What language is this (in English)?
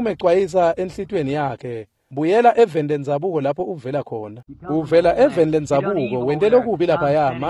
Swati